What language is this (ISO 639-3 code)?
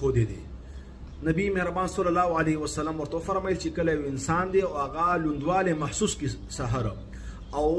pus